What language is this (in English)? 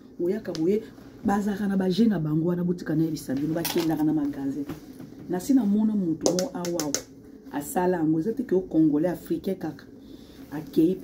Lingala